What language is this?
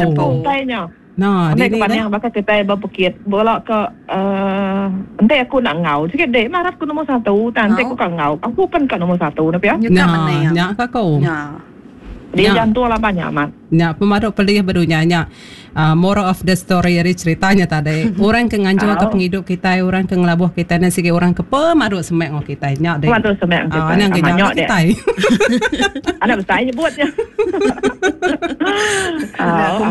Iban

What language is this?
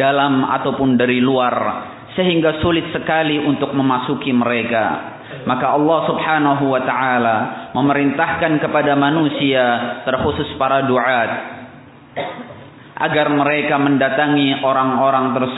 Indonesian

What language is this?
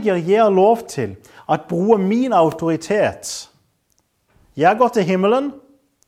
Norwegian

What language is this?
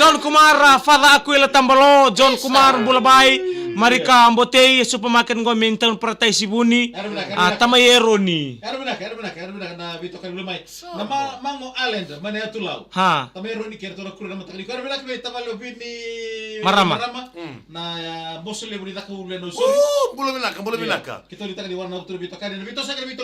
Fijian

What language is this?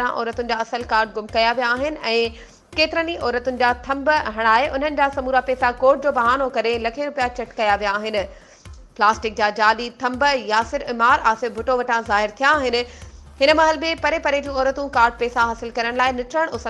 Sindhi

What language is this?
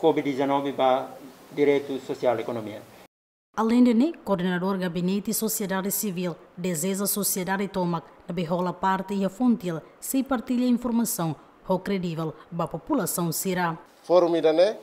Tetum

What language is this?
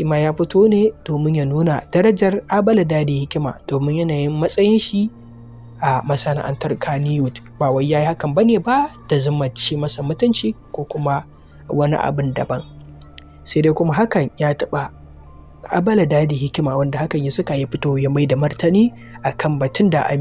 Hausa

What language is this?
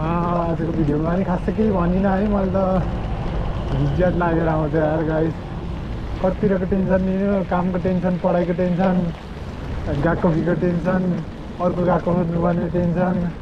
Nepali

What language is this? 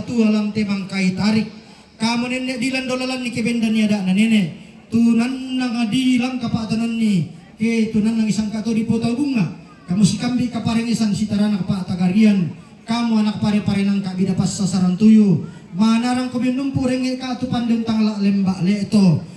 Toraja-Sa'dan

